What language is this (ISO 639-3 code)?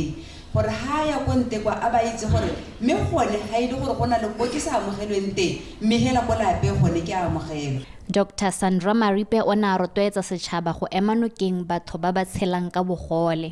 tsn